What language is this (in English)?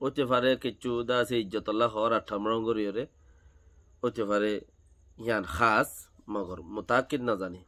Rohingya